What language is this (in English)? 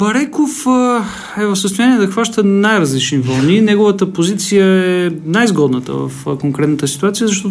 Bulgarian